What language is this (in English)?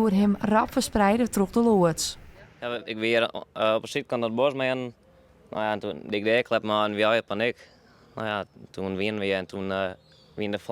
Western Frisian